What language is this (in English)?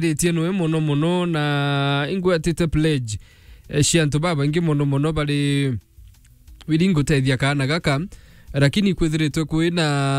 Meru